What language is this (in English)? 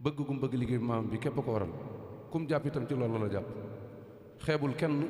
Wolof